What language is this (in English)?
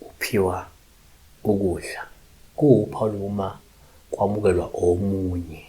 Zulu